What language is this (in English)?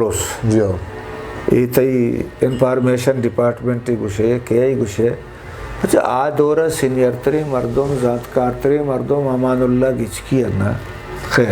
Eastern Balochi